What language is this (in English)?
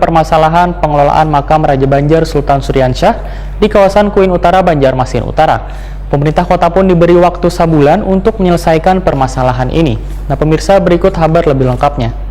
Banjar